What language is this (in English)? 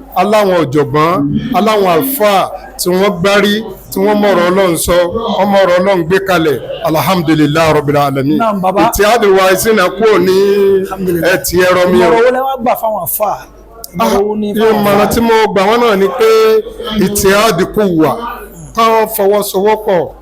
Yoruba